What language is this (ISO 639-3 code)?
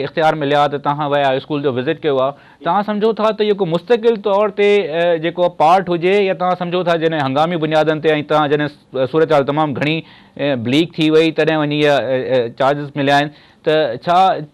snd